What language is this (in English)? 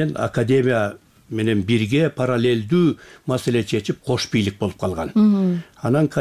Kyrgyz